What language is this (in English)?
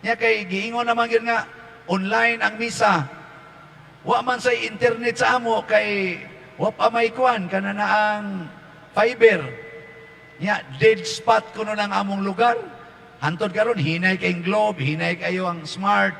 Cebuano